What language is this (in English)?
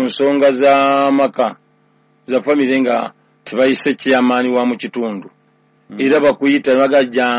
Ganda